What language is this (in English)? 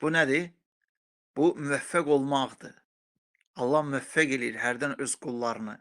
Azerbaijani